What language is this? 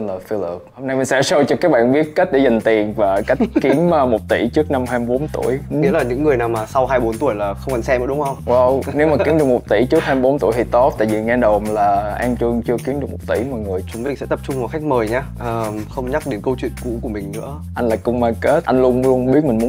Vietnamese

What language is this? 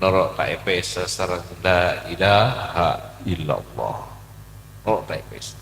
Madurese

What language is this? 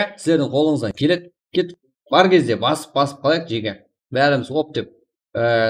Kara-Kalpak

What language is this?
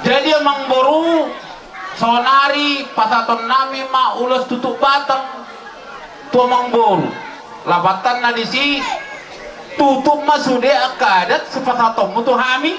Batak Toba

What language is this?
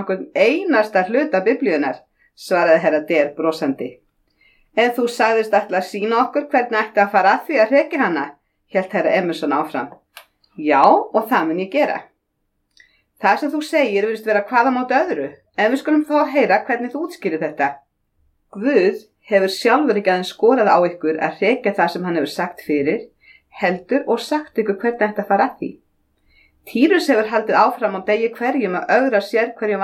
Icelandic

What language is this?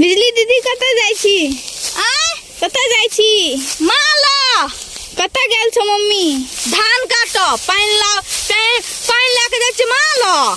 Maithili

